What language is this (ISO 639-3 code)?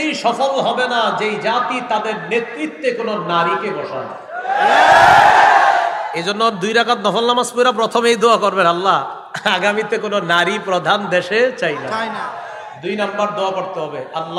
ben